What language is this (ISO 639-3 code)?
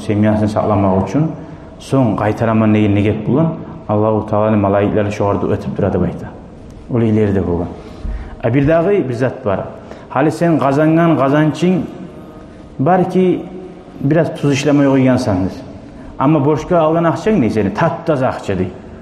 kum